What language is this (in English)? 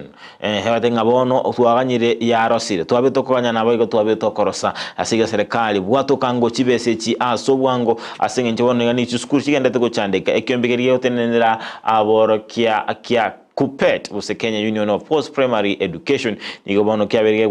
Gusii